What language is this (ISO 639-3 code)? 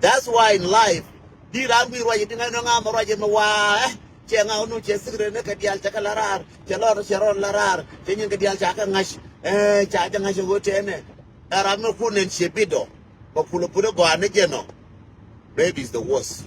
nus